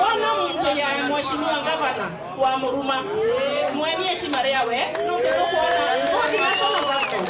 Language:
Meru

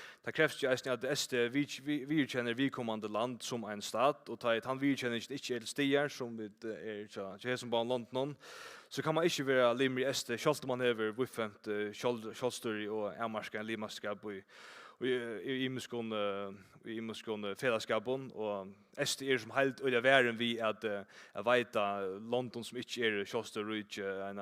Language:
Faroese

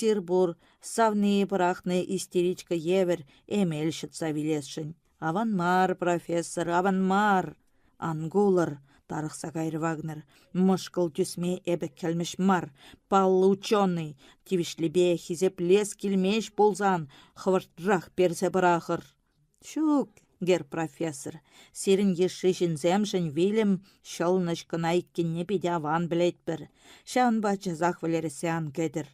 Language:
Chuvash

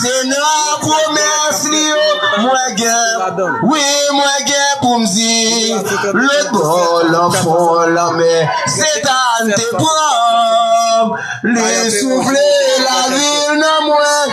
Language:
Haitian Creole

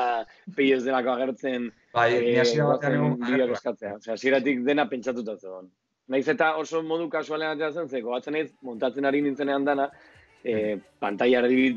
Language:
Basque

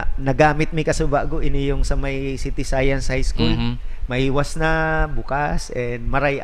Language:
Bikol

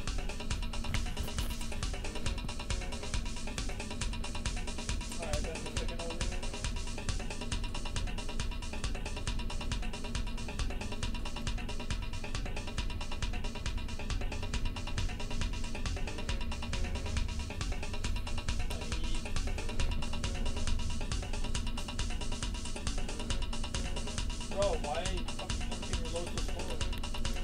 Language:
English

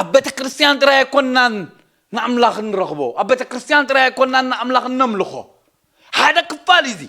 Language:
Tigrinya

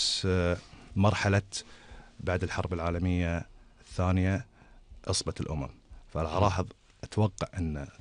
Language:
Gulf Arabic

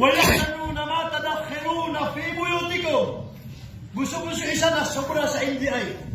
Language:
Maranao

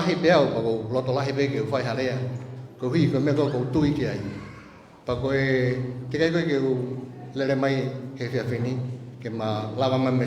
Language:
Tongan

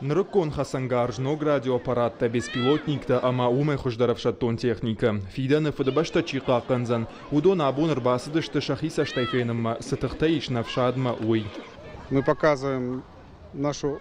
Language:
Ossetic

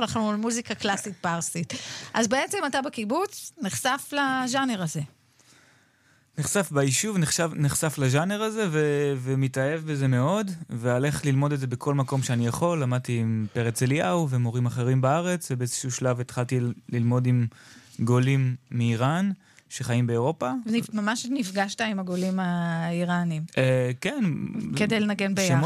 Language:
Hebrew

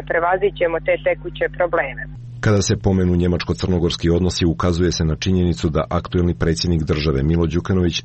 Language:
Serbian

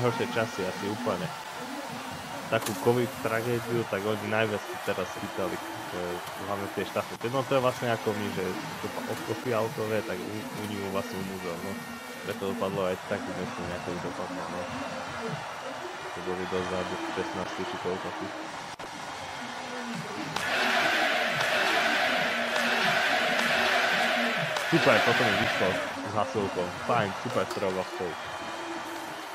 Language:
Slovak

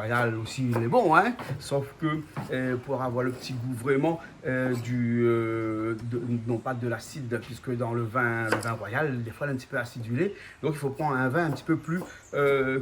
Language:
Réunion Creole French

